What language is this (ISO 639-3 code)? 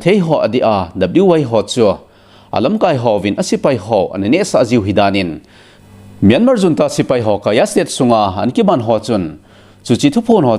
tcz